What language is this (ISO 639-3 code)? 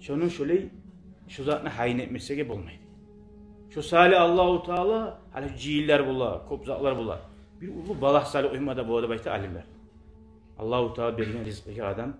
kum